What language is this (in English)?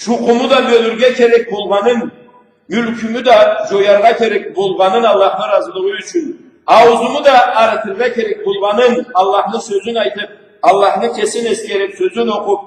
Karachay-Balkar